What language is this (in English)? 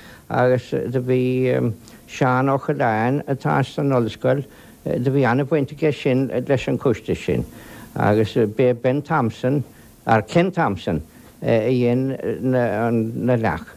Irish